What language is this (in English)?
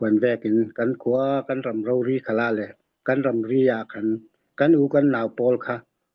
Falam Chin